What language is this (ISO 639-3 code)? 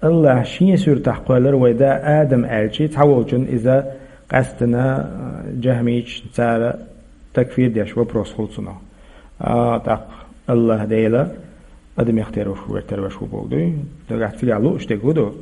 che